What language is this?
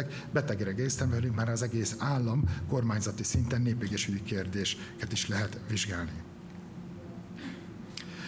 Hungarian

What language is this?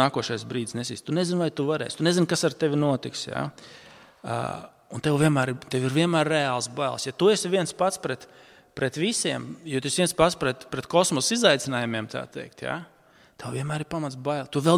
Latvian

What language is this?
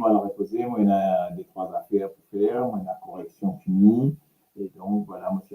Morisyen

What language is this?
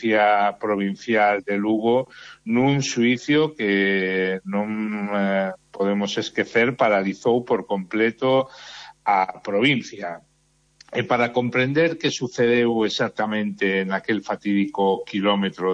Galician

